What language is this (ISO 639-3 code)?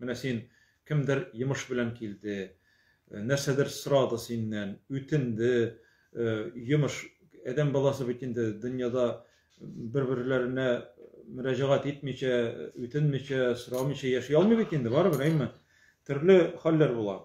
tat